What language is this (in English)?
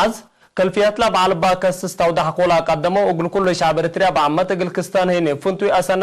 Tigre